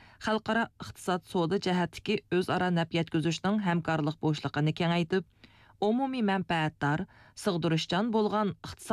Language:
Uyghur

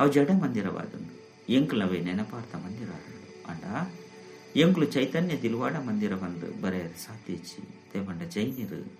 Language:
Tulu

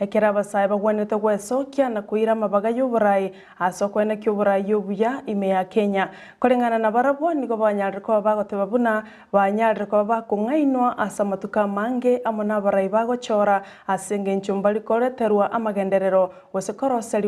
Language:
Gusii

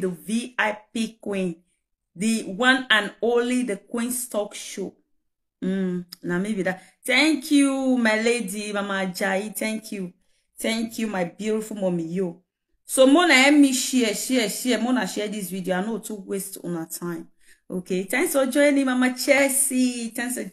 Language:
Nigerian Pidgin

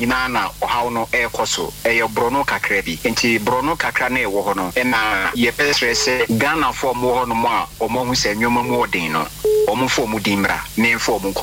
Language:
Akan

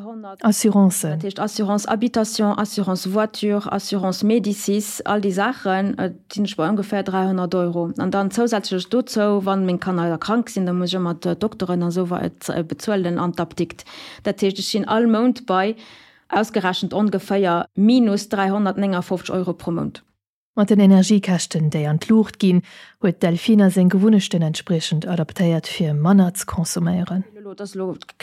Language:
Luxembourgish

